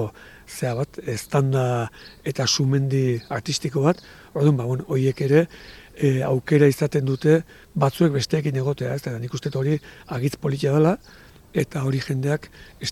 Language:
Basque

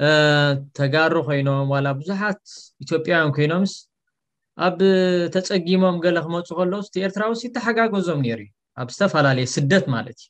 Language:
Tigrinya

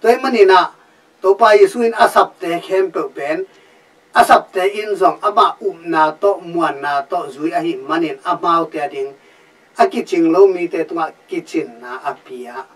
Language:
Tedim Chin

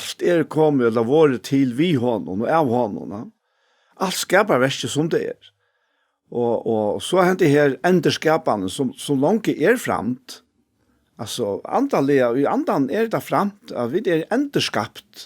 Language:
Faroese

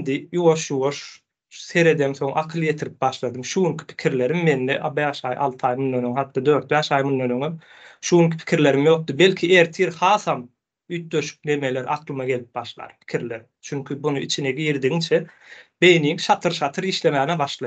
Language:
Turkmen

